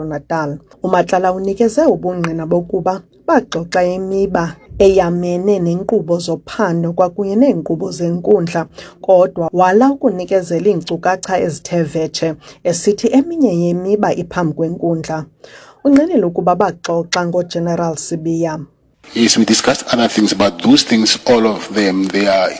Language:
Xhosa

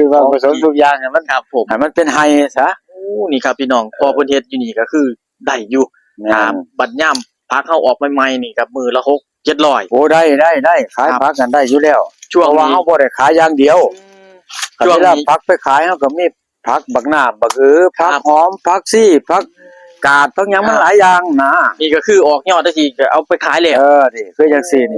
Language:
Northeastern Thai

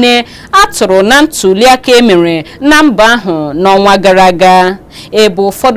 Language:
Igbo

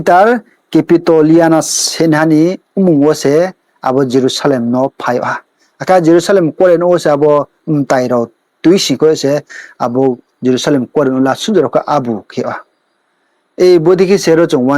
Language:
Riang (India)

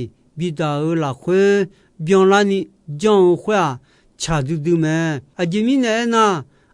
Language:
Akha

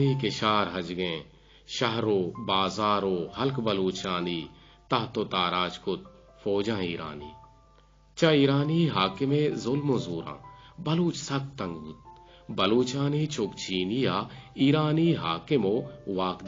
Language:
Eastern Balochi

